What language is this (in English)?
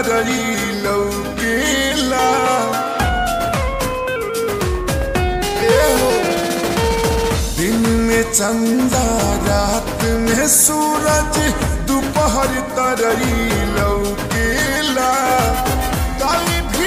Bhojpuri